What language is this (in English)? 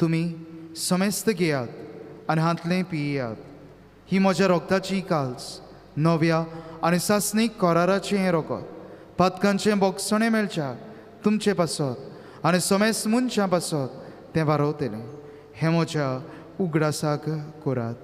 Konkani